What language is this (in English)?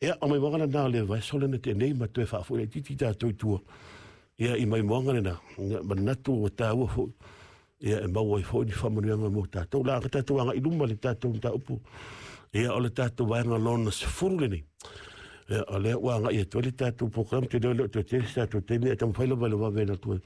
Samoan